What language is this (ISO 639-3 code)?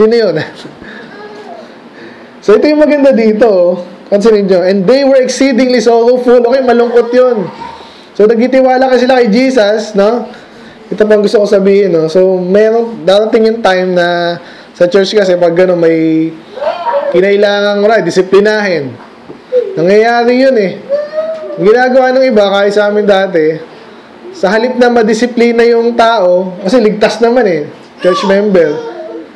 fil